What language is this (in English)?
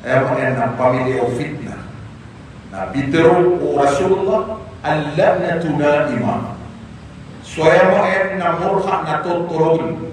Maranao